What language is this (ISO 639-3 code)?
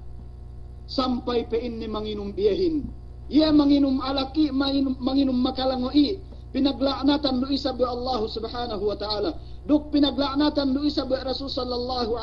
yka